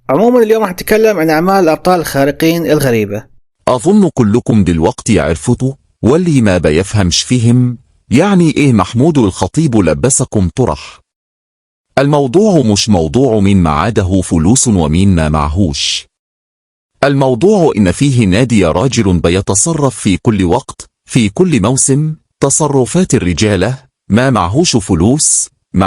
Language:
Egyptian Arabic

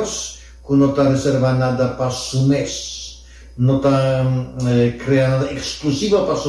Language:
Papiamento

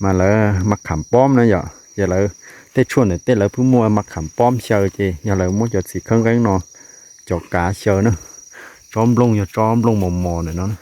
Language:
Hmong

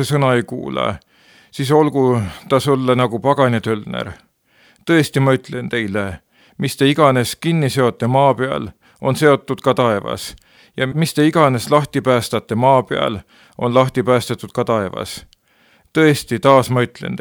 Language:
Estonian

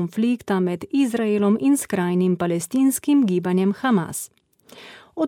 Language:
Slovenian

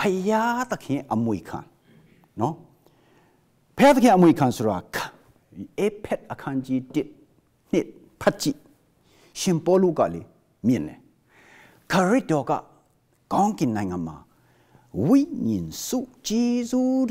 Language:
Burmese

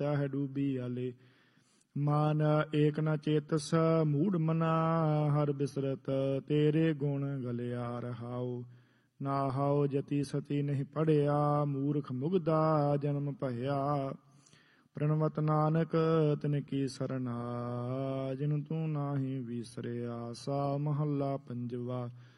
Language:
Punjabi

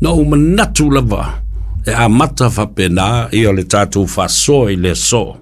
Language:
Samoan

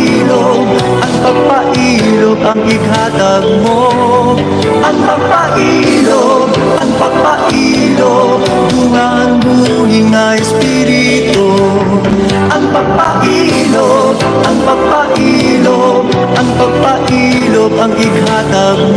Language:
Waray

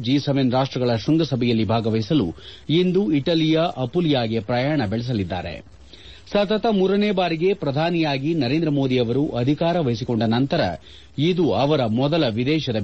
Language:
Kannada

